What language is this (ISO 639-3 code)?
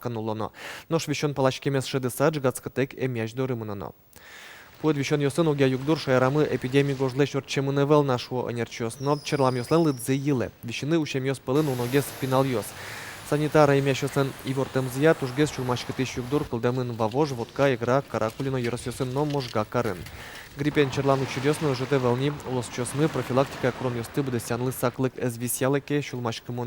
udm